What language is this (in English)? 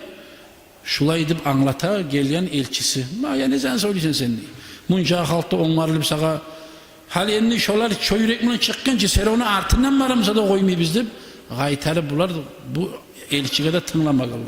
Kumyk